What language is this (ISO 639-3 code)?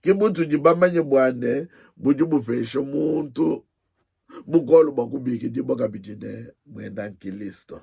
lua